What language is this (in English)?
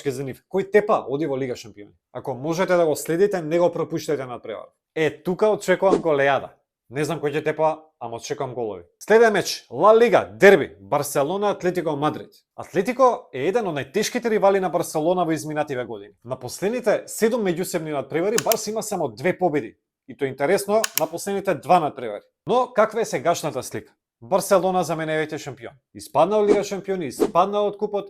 Macedonian